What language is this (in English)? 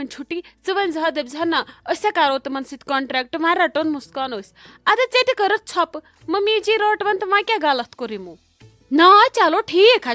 Kashmiri